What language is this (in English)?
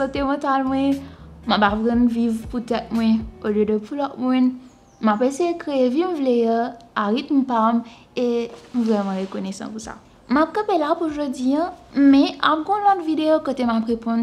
Haitian Creole